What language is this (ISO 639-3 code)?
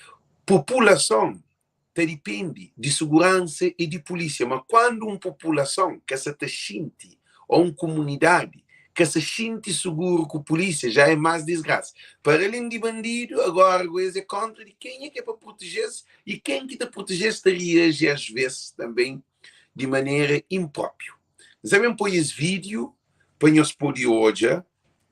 kea